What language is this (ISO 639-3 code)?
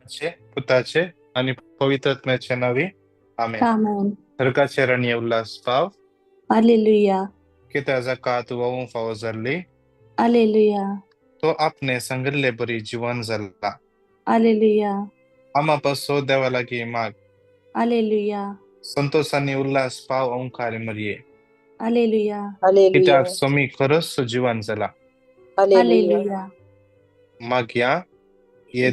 kok